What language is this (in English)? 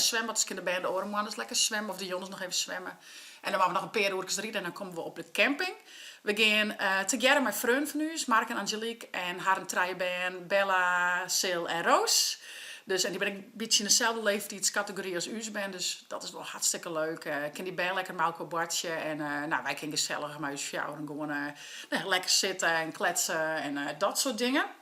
Western Frisian